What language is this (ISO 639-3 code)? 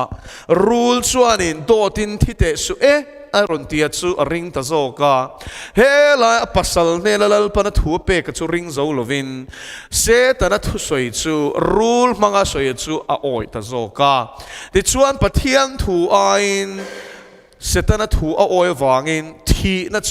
lus